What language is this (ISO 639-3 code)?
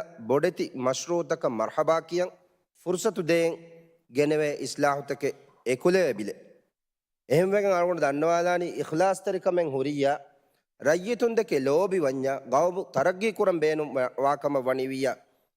div